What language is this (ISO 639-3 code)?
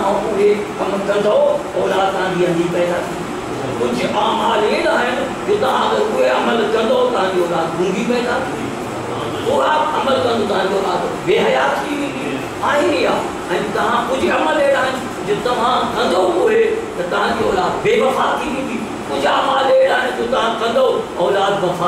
snd